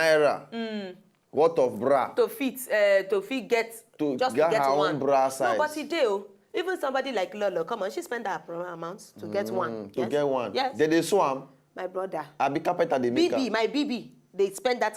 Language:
Nigerian Pidgin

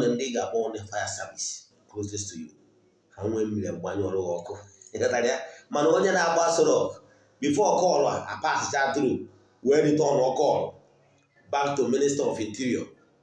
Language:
Igbo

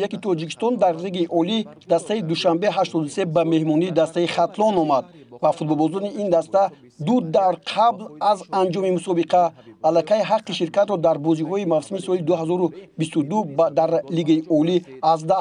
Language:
Tajik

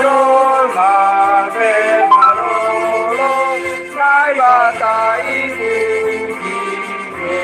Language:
Batak Simalungun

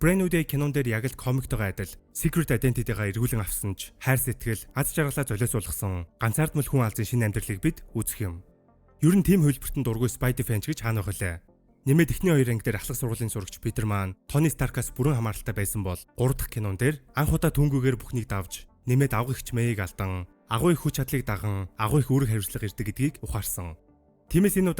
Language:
Mongolian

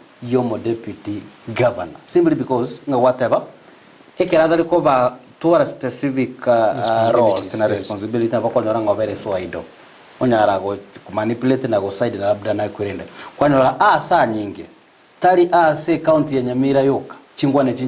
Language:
Gusii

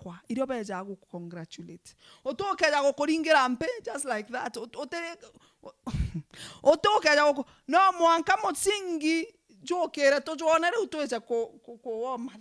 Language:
Meru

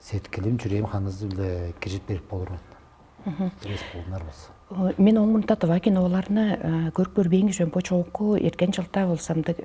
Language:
Tuvinian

